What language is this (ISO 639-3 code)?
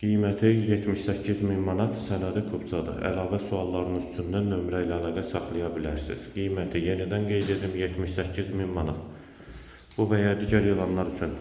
aze